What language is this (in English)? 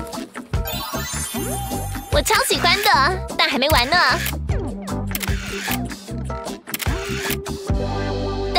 Chinese